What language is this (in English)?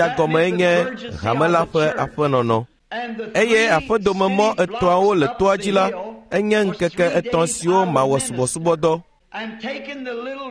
Ewe